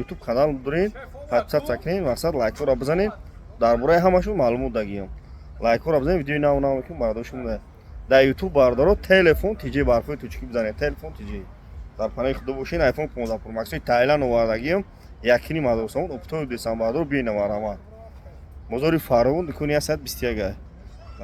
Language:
Tajik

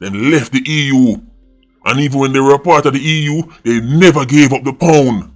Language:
Jamaican Creole English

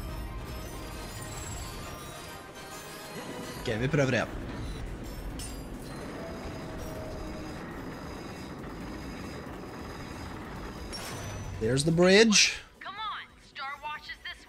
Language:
Norwegian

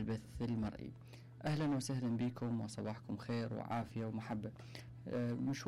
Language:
Mesopotamian Arabic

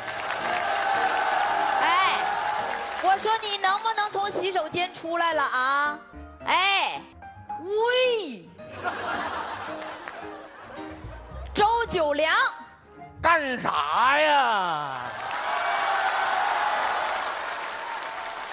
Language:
Chinese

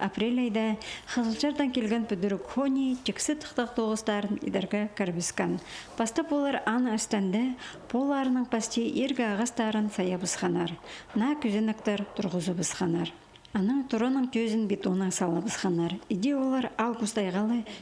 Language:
Khakas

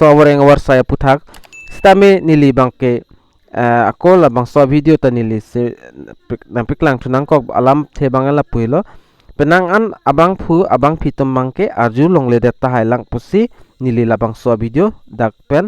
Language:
Karbi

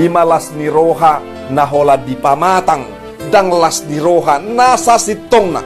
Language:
Batak Toba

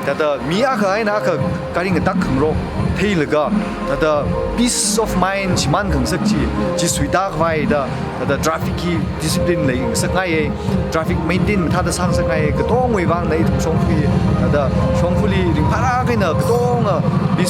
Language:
Tangkhul Naga (India)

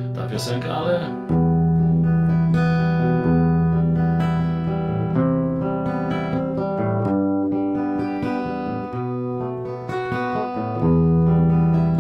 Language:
Polish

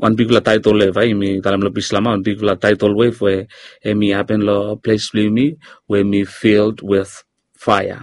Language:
Bislama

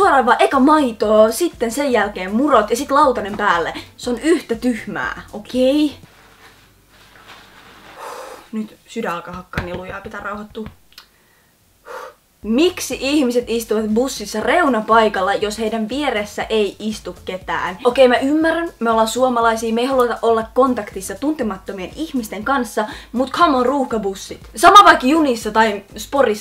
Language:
Finnish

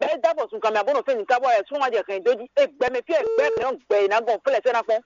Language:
Fon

